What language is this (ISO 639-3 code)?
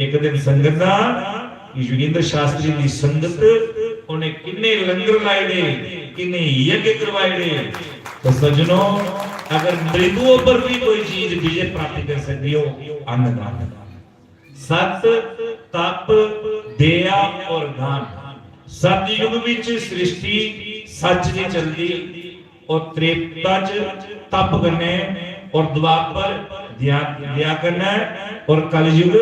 doi